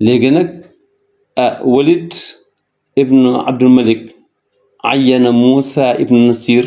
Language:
Wolof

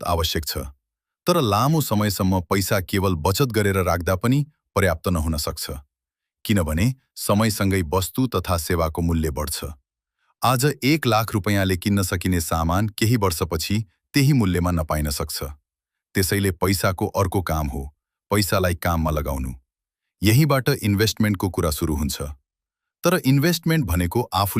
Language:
Nepali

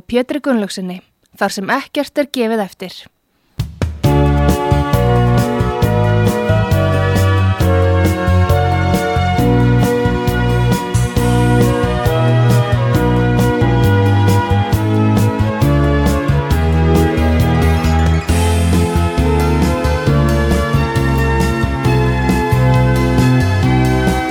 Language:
Icelandic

